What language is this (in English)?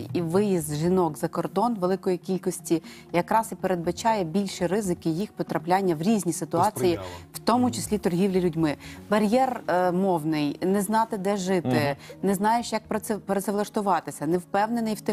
Ukrainian